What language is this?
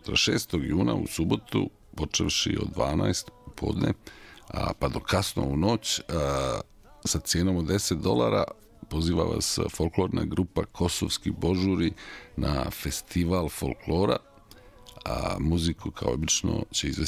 Serbian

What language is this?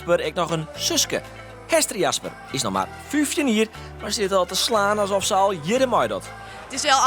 Western Frisian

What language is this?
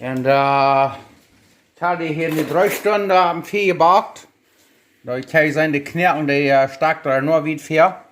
Plautdietsch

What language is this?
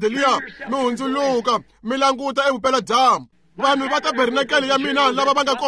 Tsonga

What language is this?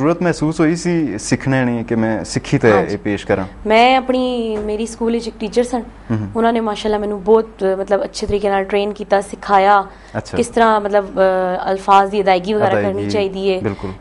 Punjabi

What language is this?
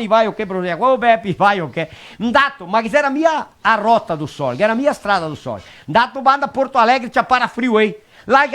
Venetian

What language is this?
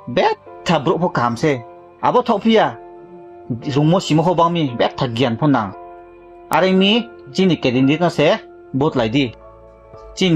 Riang (India)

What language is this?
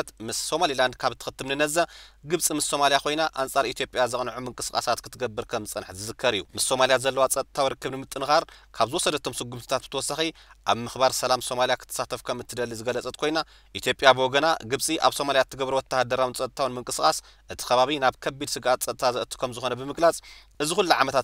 Tigrinya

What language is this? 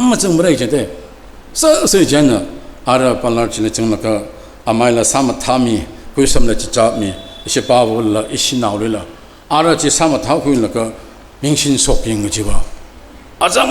Tangkhul Naga (India)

